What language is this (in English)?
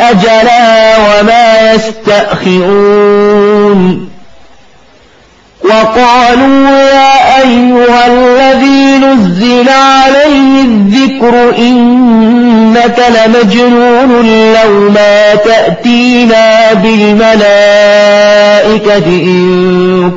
Arabic